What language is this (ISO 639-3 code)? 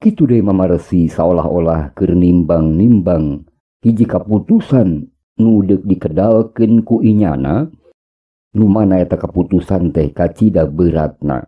sun